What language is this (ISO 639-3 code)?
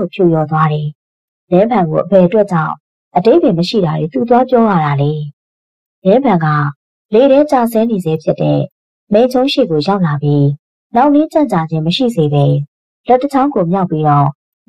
mya